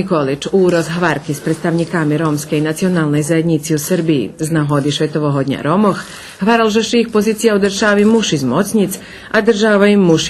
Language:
Rusyn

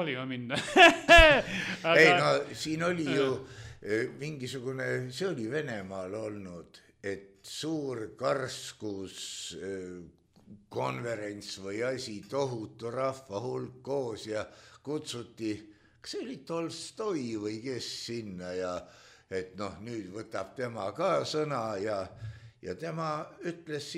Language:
Estonian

